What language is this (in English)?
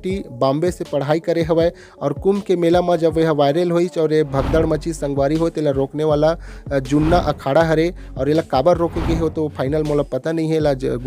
Chhattisgarhi